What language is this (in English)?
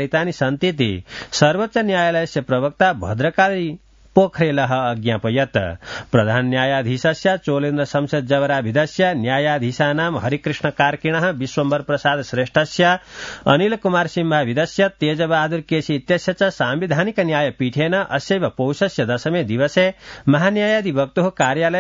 Sanskrit